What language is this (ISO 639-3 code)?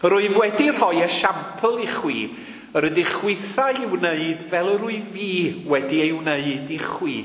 cym